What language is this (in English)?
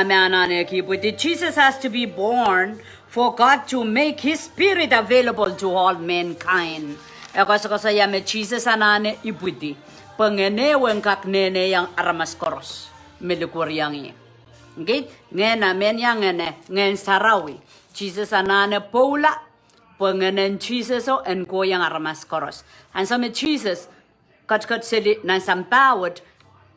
Pohnpeian